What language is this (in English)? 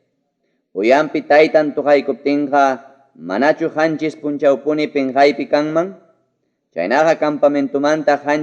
Ayacucho Quechua